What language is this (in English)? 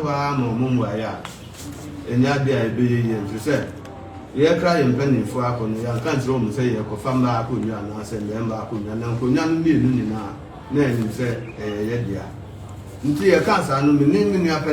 Akan